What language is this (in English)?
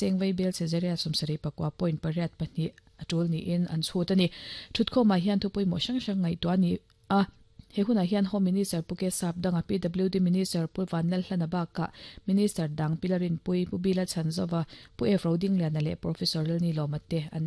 Mizo